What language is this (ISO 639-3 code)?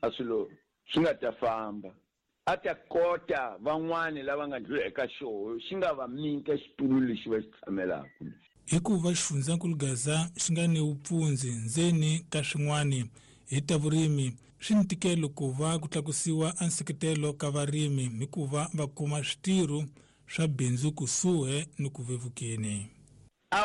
tso